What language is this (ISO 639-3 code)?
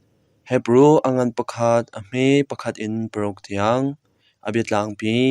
cnh